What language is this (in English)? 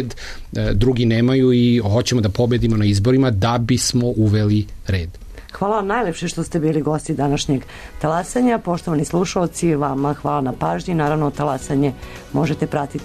Serbian